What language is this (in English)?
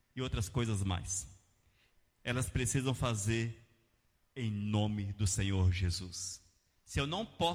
Portuguese